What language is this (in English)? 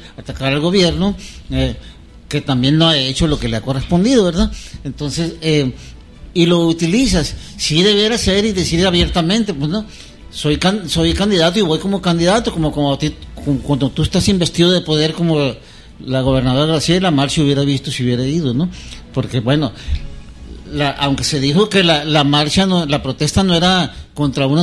Spanish